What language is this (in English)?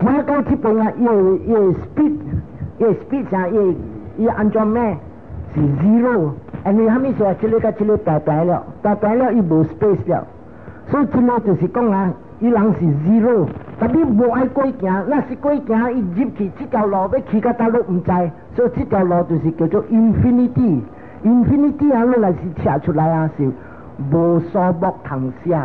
Min Nan Chinese